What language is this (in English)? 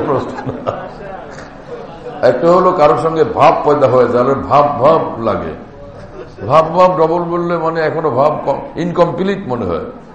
Bangla